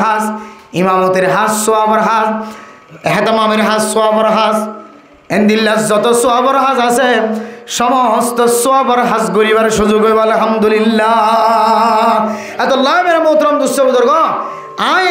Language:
Rohingya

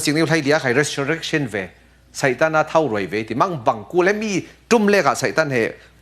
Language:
Falam Chin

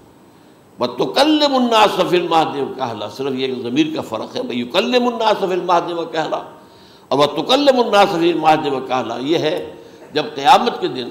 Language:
Urdu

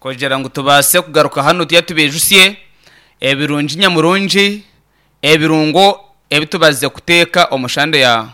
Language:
Nyoro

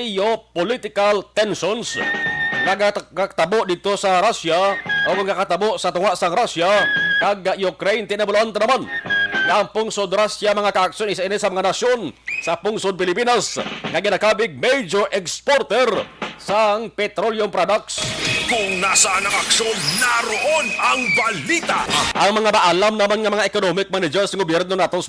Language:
Hiligaynon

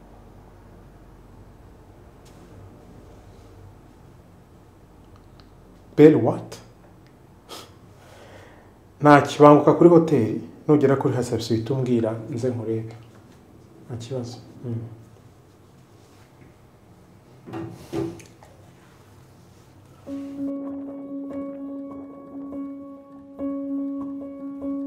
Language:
Kinyarwanda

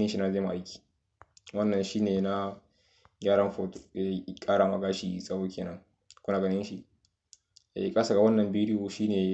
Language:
Hausa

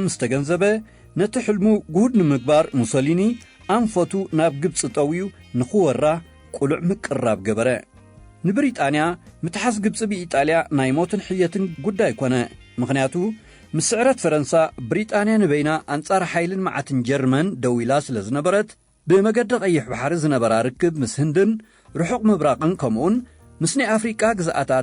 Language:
Tigrinya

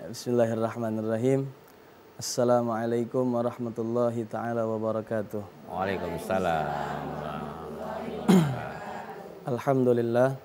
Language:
Musi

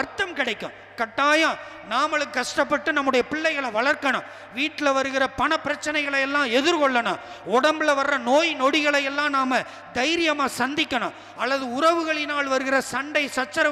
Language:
Tamil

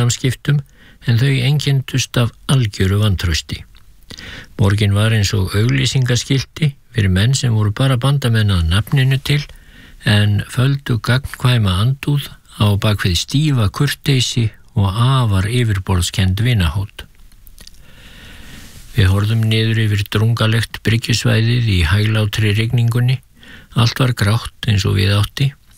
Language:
Icelandic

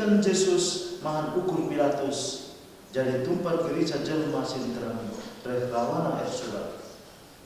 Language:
Batak Karo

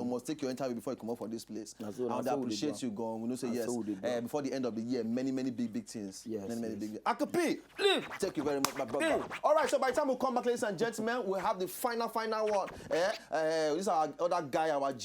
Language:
Nigerian Pidgin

